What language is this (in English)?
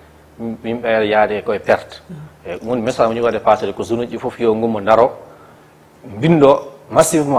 Fula